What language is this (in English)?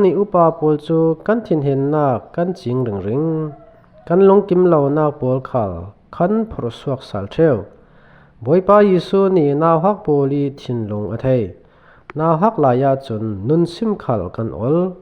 Falam Chin